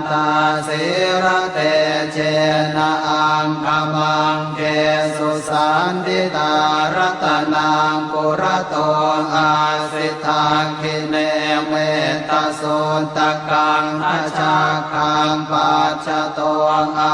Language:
Pali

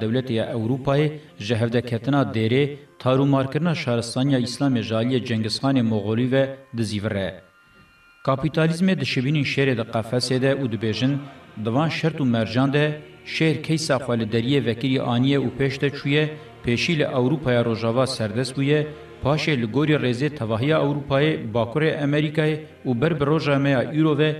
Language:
Kurdish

